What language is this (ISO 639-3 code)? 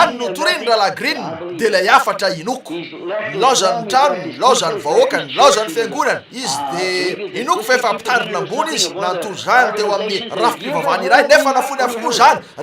mlg